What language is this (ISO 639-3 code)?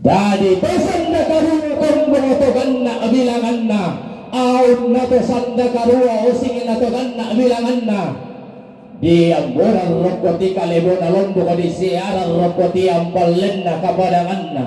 sda